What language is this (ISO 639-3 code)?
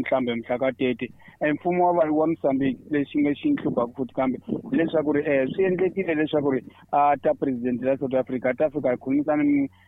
tso